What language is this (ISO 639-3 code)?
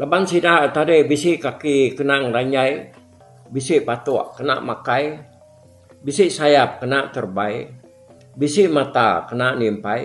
iba